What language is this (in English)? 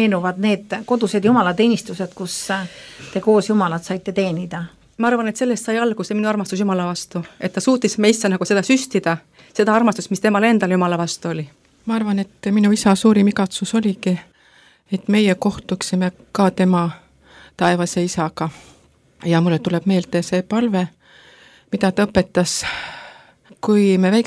Estonian